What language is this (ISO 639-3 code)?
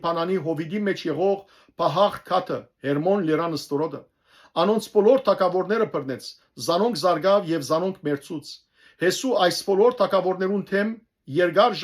hyw